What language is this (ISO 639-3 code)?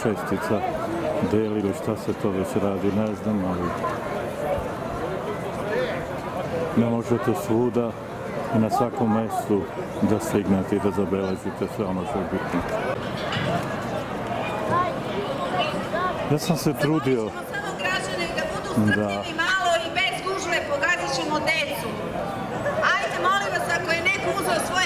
srp